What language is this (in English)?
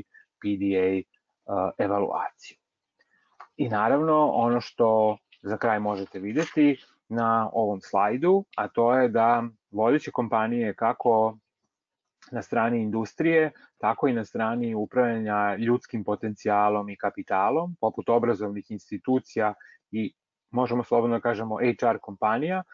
Serbian